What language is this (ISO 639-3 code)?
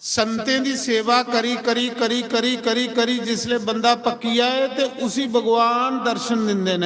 doi